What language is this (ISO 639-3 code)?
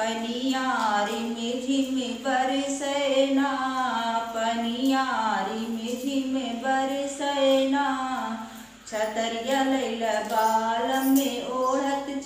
bho